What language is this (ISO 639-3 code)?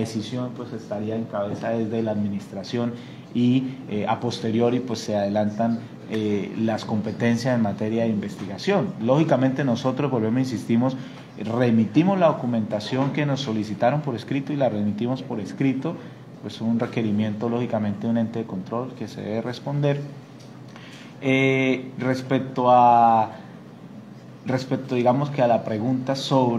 spa